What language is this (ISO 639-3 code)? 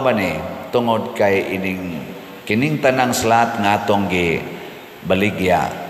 ceb